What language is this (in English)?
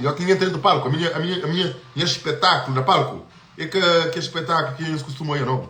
Kabuverdianu